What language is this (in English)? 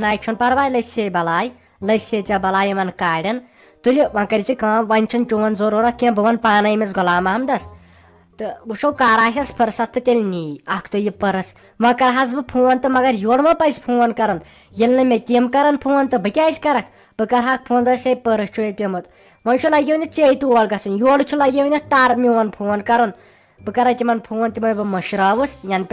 Kashmiri